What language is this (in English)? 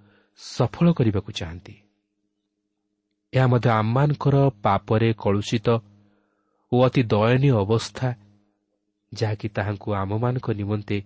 Odia